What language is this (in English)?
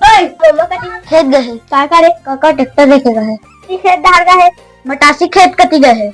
Chhattisgarhi